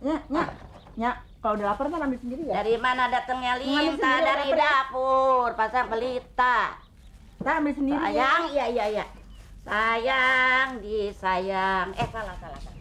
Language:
Betawi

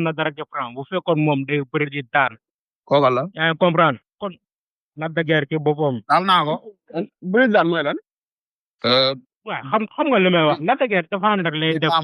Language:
Wolof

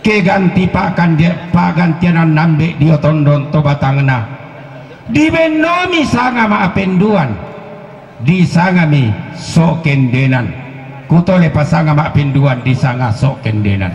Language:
Toraja-Sa'dan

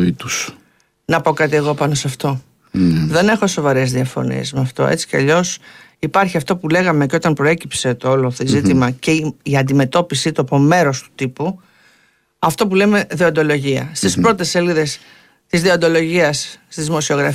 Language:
Greek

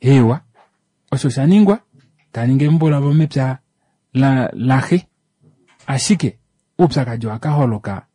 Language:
Kuanyama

